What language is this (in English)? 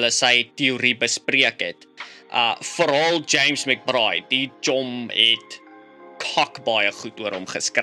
Afrikaans